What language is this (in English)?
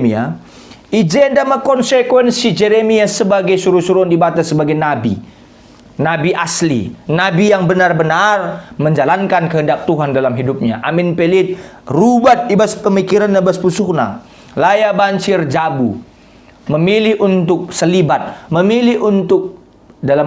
Batak Karo